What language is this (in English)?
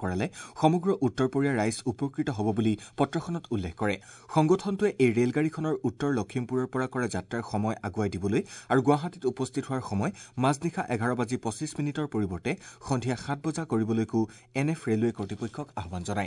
Assamese